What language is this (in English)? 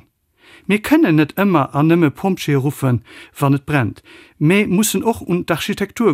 Luxembourgish